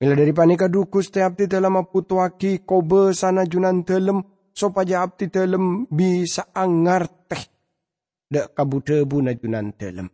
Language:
Madurese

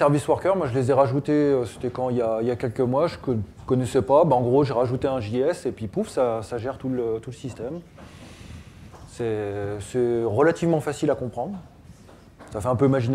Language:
French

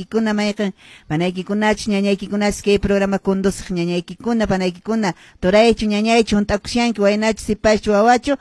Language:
Quechua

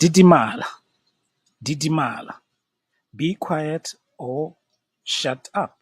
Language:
Tswana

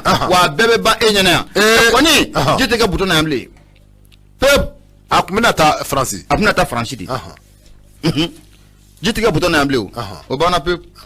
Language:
Bambara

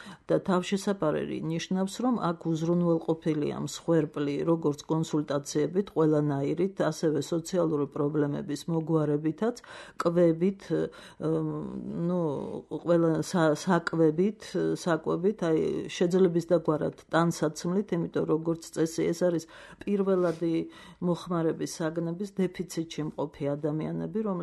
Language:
Georgian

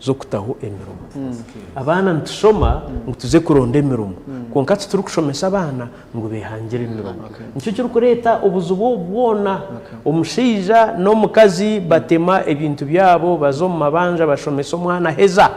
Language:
Nyankole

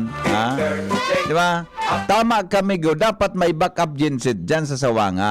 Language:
Bikol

